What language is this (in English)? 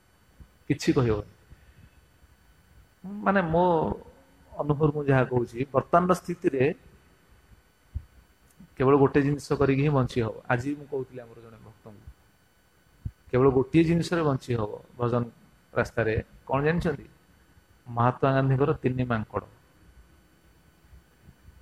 Odia